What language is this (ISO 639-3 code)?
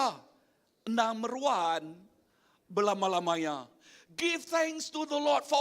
iba